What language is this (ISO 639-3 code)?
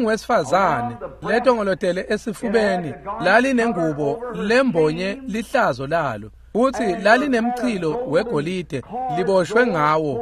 ssw